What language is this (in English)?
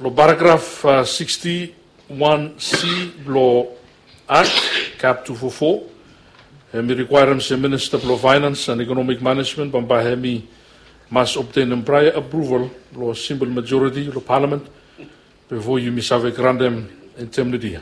Bislama